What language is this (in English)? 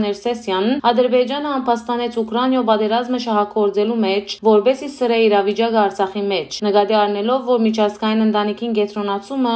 Western Armenian